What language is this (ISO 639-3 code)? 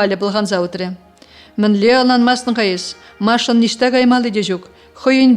chv